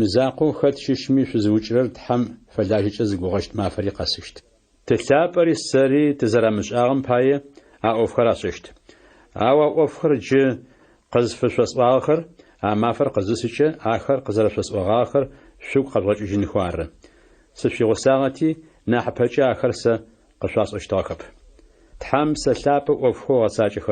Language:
Adyghe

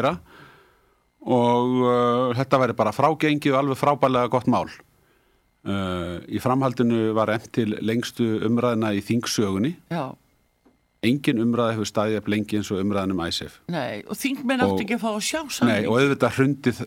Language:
Icelandic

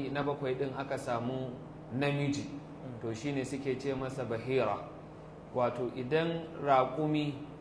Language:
Hausa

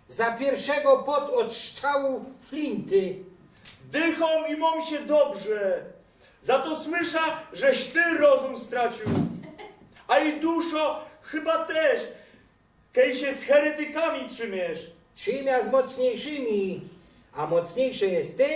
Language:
Silesian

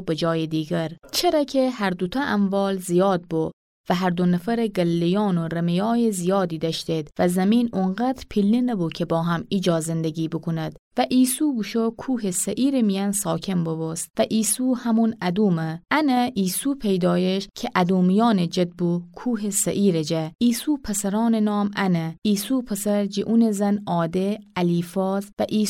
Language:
Gilaki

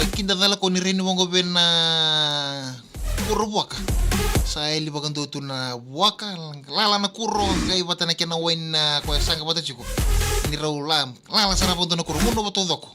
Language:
Fijian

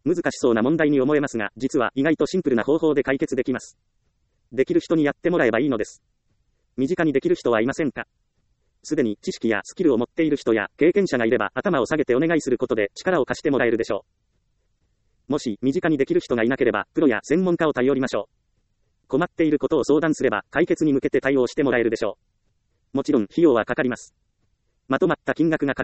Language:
Japanese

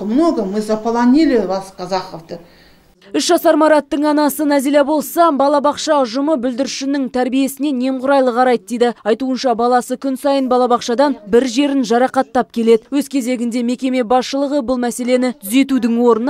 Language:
Kazakh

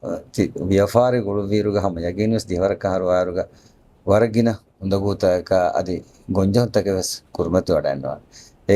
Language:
Divehi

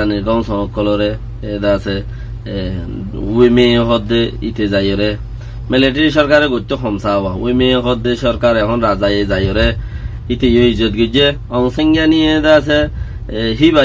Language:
Rohingya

